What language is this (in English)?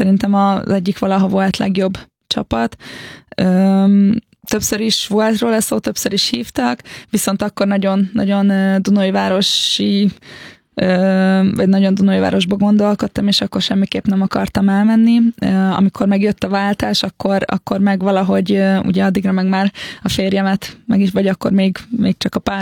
Hungarian